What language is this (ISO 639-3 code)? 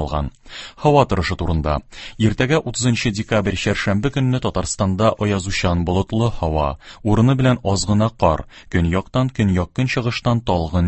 tat